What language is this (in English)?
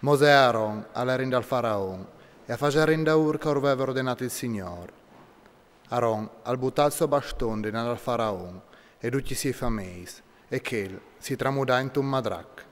Friulian